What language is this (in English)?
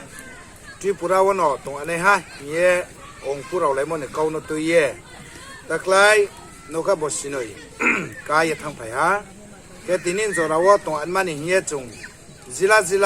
Riang (India)